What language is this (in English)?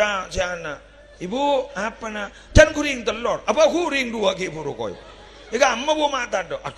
Madurese